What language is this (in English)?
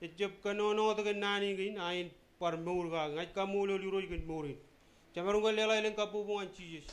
Marshallese